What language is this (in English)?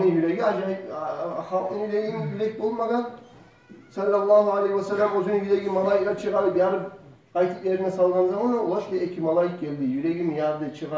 Kumyk